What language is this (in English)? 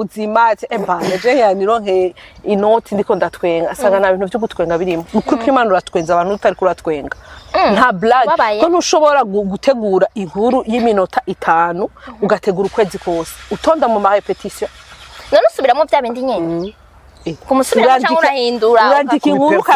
Rundi